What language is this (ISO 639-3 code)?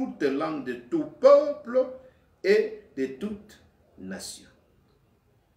fra